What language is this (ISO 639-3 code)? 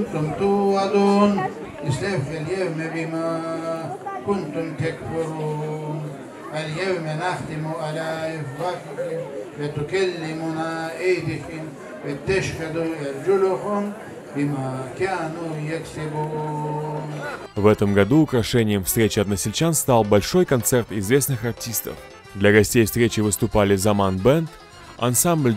crh